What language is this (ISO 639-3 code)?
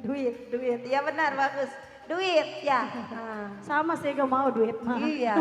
bew